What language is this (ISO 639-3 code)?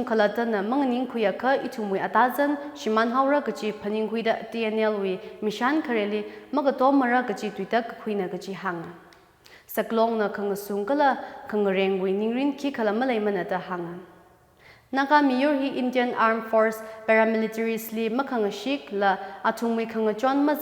nmf